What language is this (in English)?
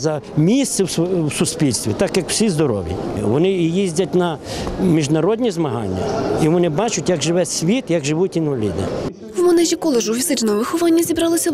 Ukrainian